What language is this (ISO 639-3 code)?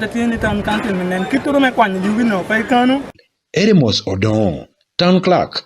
ach